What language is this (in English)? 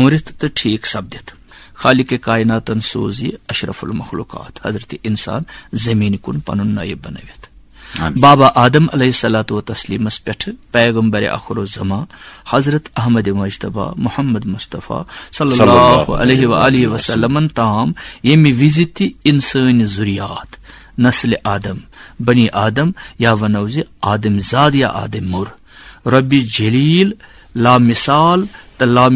Kashmiri